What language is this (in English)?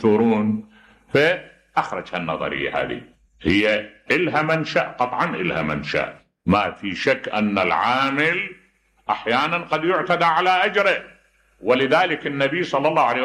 Mesopotamian Arabic